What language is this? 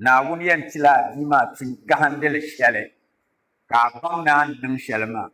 Dagbani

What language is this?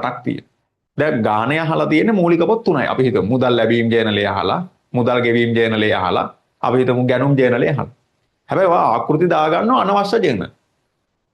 Sinhala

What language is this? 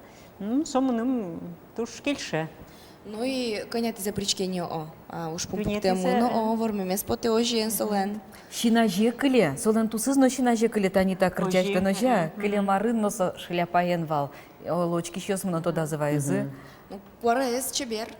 Udmurt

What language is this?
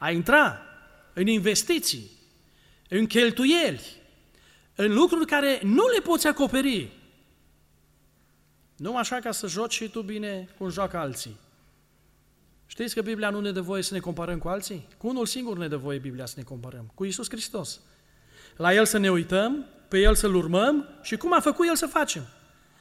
Romanian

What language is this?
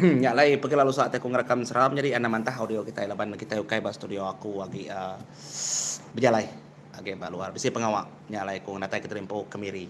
Iban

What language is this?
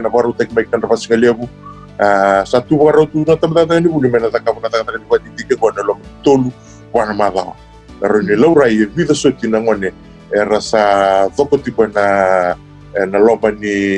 Fijian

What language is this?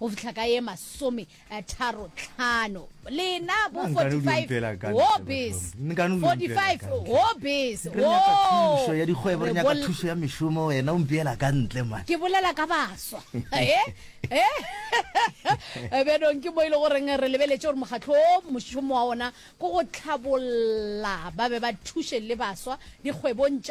Northern Sotho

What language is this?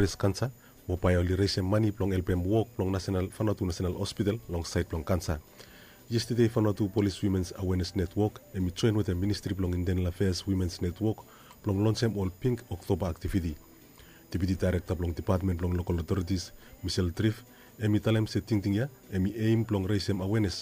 Bislama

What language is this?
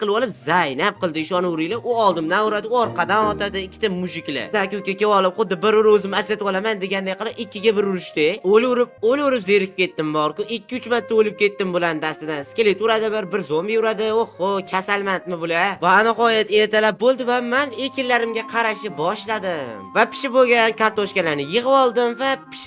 Uzbek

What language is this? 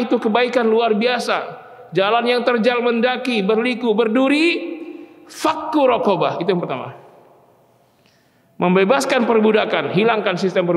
Indonesian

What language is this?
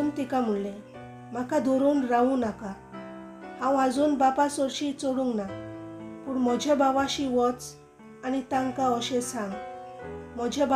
Konkani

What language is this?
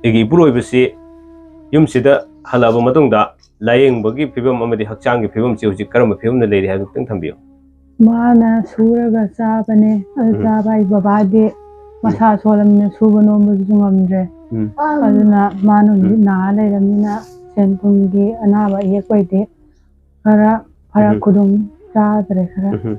Manipuri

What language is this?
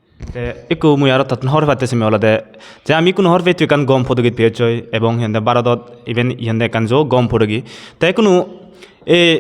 Chakma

